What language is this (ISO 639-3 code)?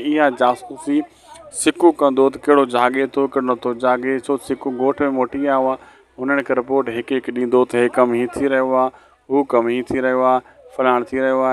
snd